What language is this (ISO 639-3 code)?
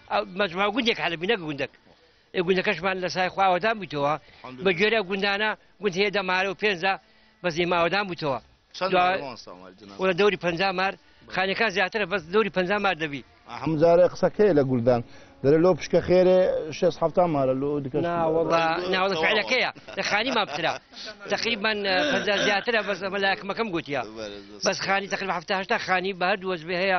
ckb